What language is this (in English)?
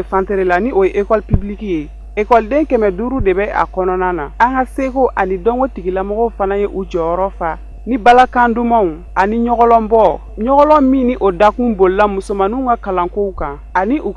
Bambara